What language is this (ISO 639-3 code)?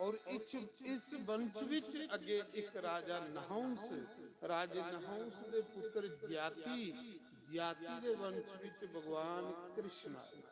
doi